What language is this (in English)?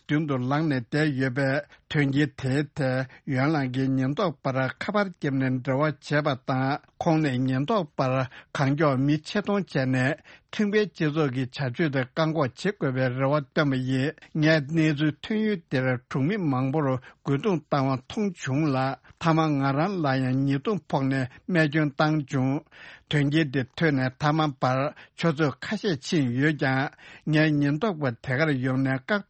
Tibetan